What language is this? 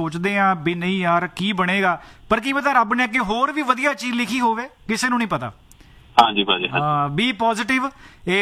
Punjabi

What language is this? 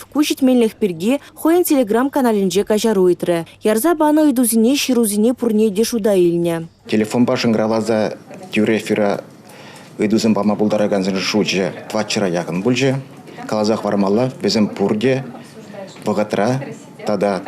Chuvash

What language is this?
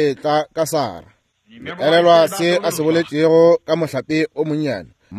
Northern Sotho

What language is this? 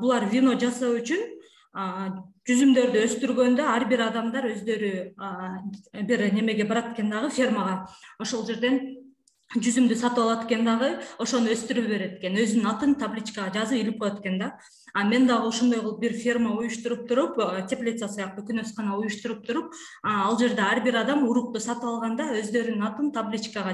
Kyrgyz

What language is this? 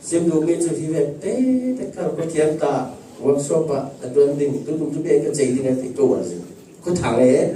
Falam Chin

